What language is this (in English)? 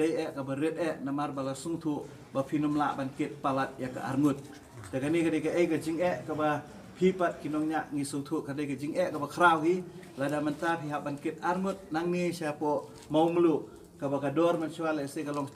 Khasi